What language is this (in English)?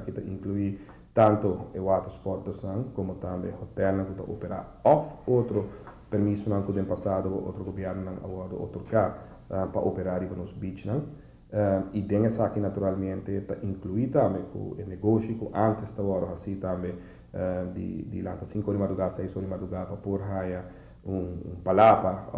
Papiamento